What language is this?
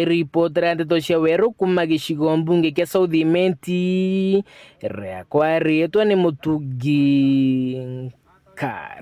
Meru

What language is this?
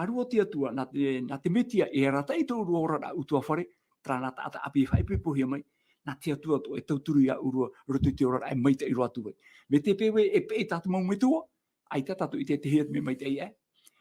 Tahitian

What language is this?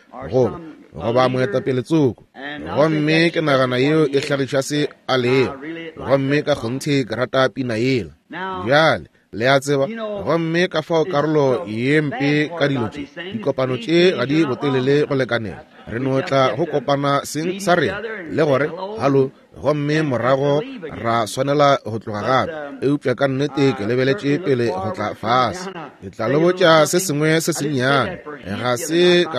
Northern Sotho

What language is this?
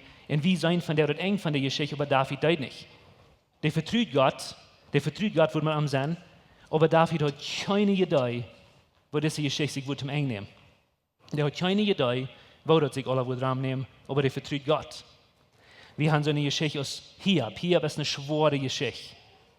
Plautdietsch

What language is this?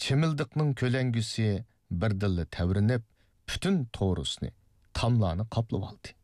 Uyghur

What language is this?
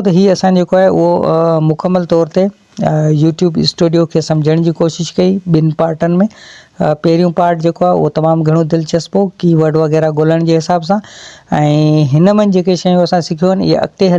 Sindhi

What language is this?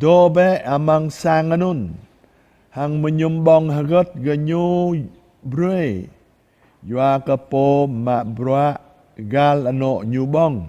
Jarai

